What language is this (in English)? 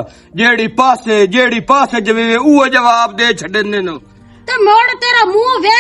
Western Panjabi